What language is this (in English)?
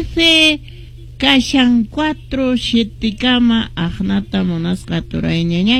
Quechua